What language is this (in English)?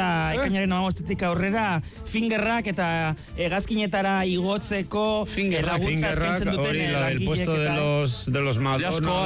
Basque